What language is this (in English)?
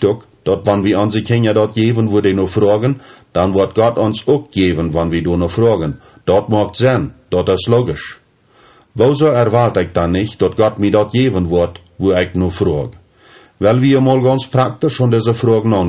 Plautdietsch